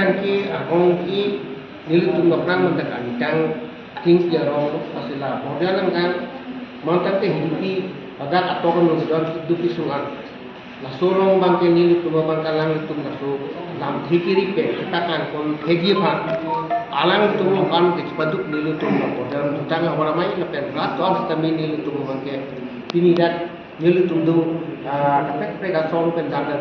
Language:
Karbi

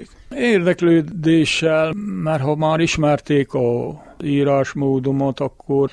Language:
Hungarian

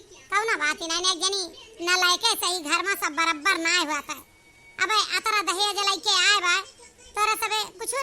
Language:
Awadhi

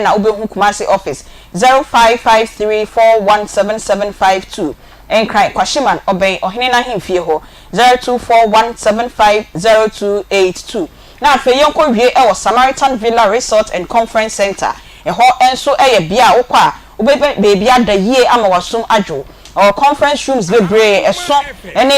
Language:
Akan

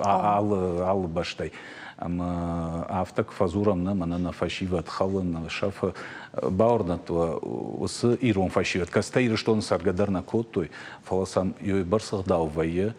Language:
Ossetic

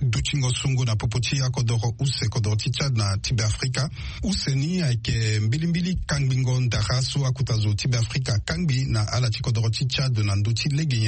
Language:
Sango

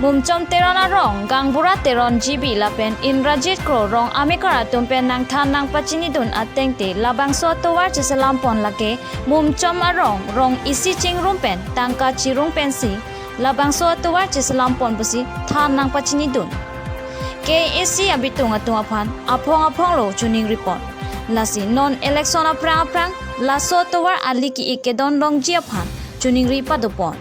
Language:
Karbi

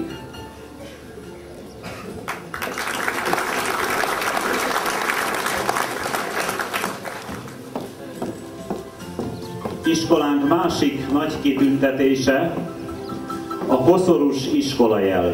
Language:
Hungarian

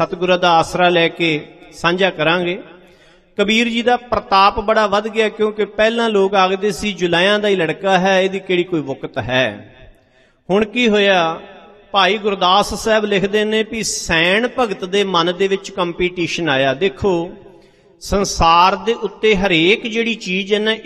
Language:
Punjabi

